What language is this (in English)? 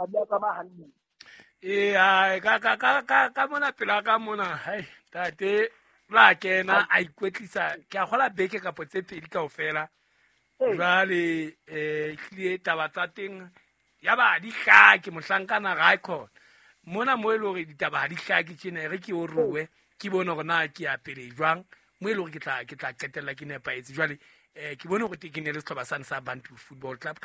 Southern Sotho